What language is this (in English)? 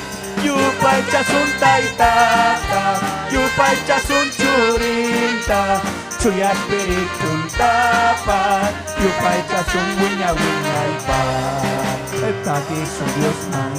Ayacucho Quechua